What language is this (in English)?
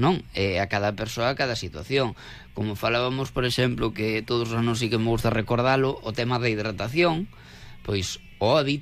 Galician